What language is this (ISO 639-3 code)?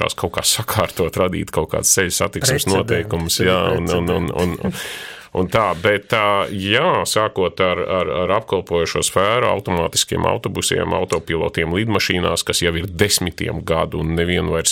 lav